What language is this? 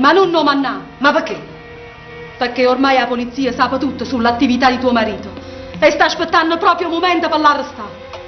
Neapolitan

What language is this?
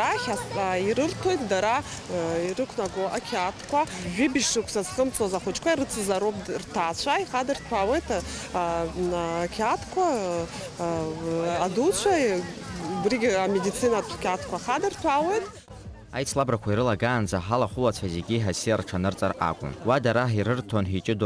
Abkhazian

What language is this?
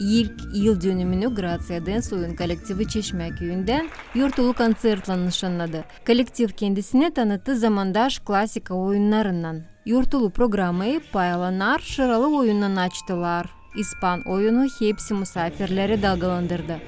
Gagauz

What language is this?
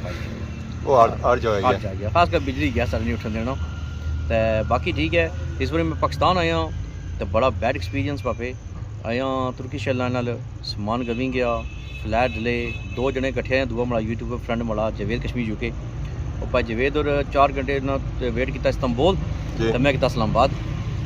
Pahari-Potwari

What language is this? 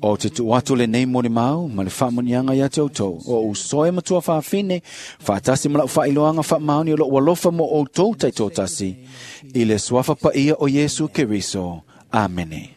Samoan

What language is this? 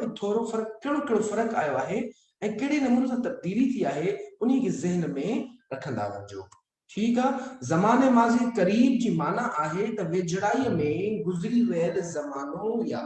Sindhi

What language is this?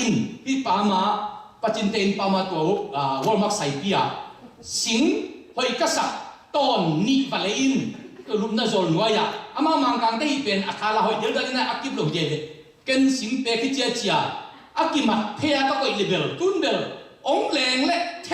Tedim Chin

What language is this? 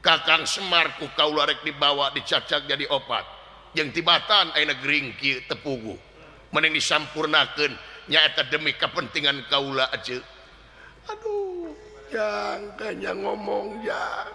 Sundanese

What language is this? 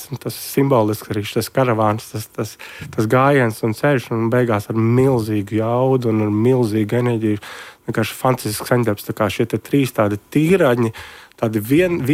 Latvian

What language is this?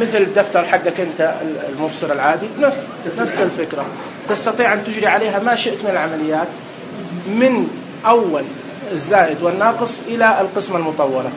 Najdi Arabic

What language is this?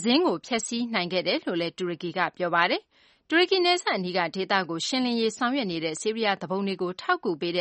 Burmese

